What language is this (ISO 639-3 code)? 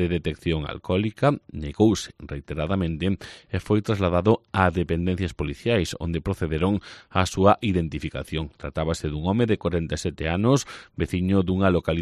glg